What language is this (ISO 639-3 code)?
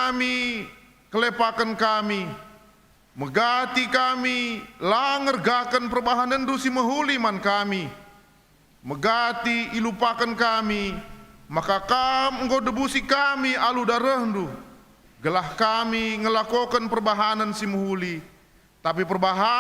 btx